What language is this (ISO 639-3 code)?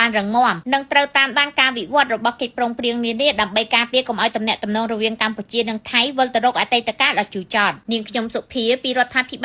khm